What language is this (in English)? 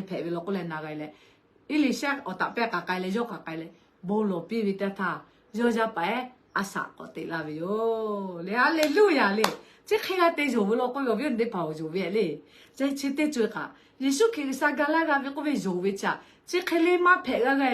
Lahu